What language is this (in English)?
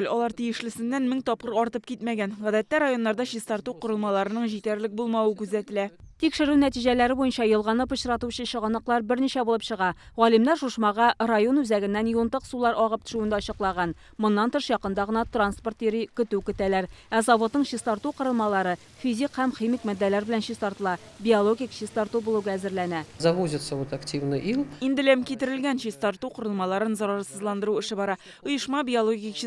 Tatar